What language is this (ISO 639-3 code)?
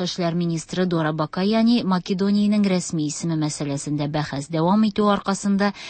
tat